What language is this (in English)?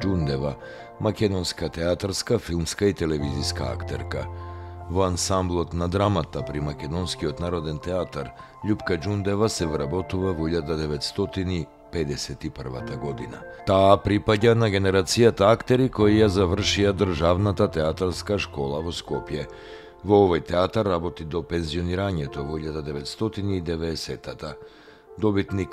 Macedonian